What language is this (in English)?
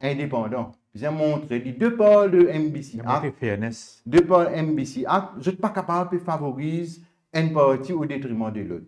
Morisyen